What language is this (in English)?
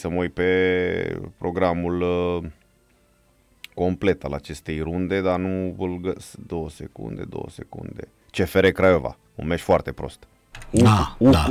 Romanian